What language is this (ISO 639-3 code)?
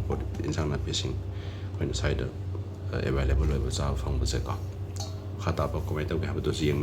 mni